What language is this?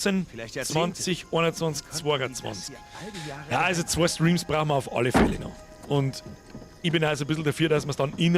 Bavarian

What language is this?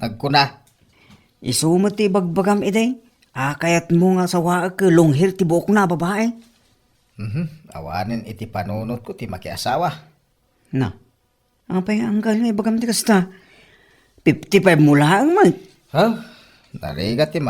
Iloko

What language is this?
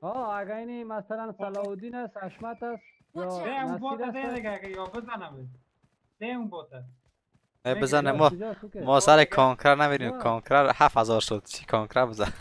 Persian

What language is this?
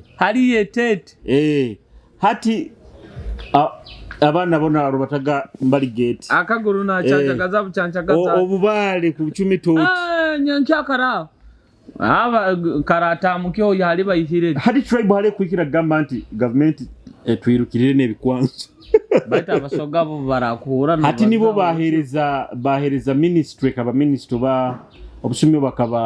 Nyoro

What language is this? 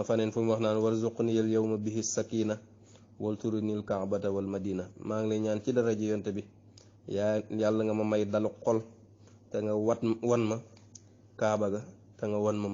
Wolof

